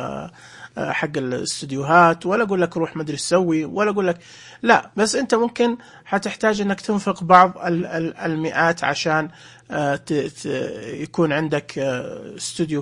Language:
Najdi Arabic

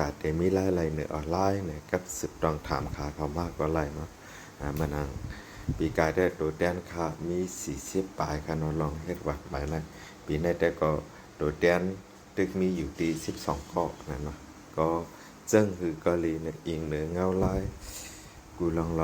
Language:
Shan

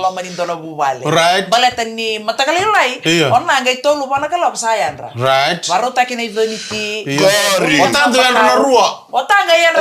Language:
Fijian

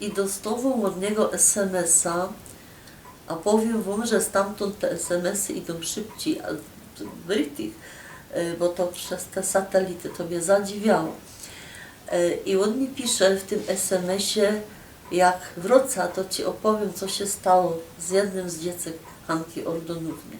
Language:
Silesian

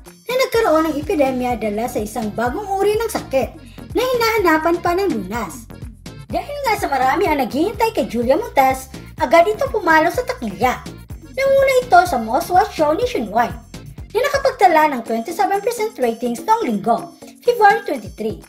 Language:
Filipino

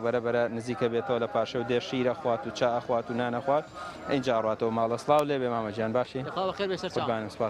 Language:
Central Kurdish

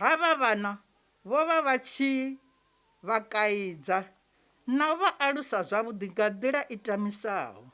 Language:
Venda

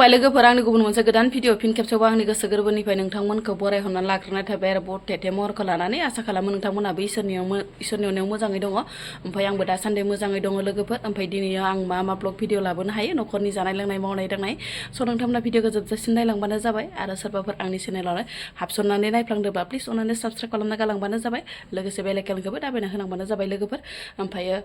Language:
Bodo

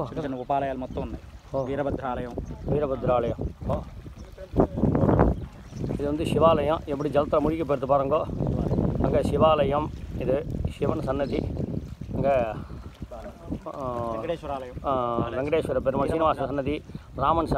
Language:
Tamil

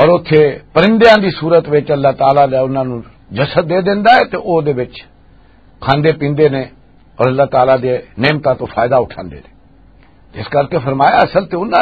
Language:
Western Panjabi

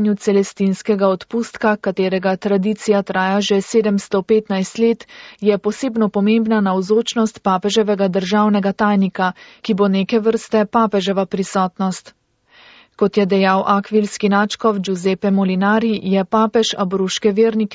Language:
Slovenian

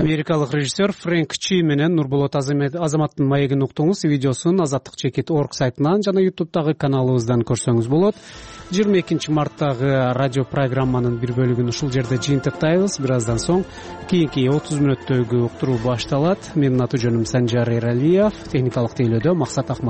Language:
Kyrgyz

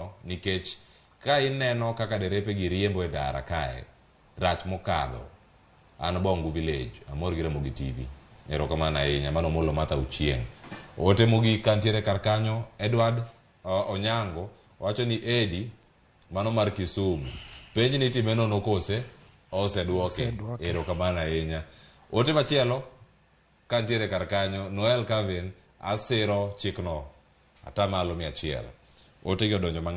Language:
Luo (Kenya and Tanzania)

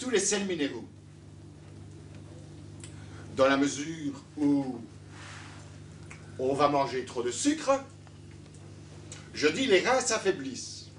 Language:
French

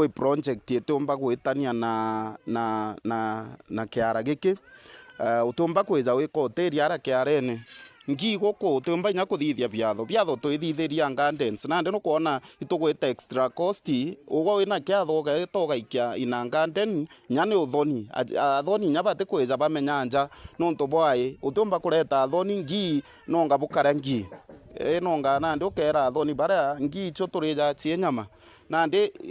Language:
Meru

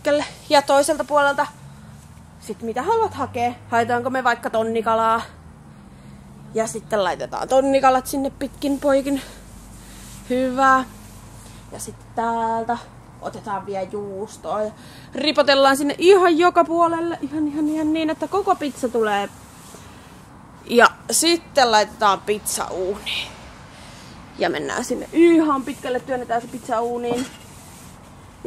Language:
Finnish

